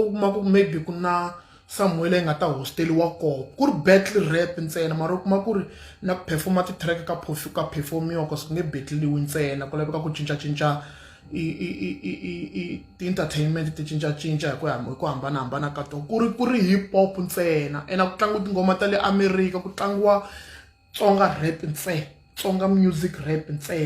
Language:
Tsonga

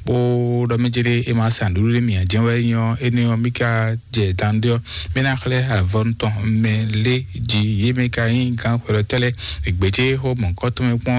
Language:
Fon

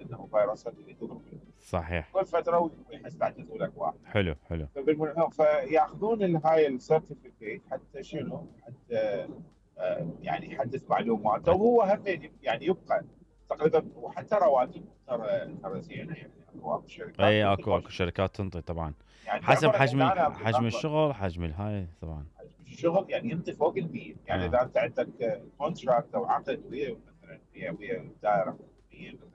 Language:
Mesopotamian Arabic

